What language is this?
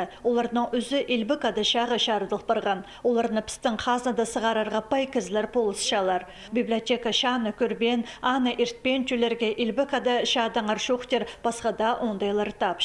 Khakas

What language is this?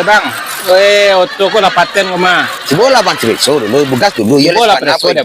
Minangkabau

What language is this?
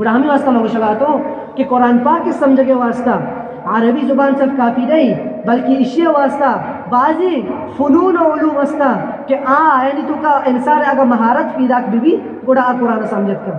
Eastern Balochi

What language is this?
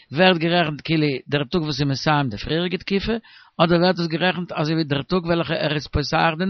Yiddish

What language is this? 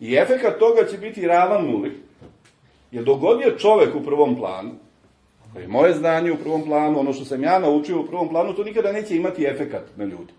Serbian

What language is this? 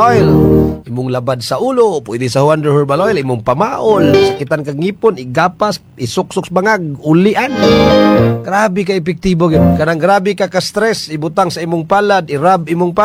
Cebuano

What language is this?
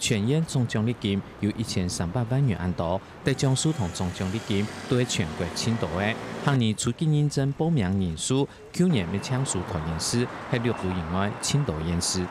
Hakka Chinese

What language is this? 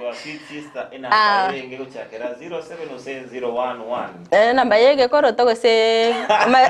Gusii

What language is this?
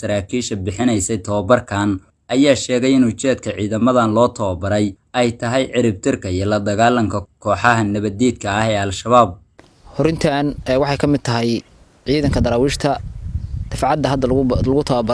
Somali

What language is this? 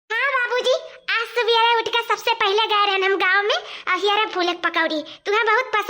Awadhi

